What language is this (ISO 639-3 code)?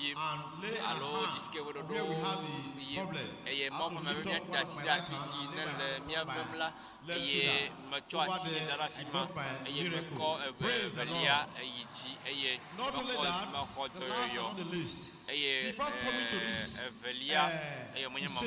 ewe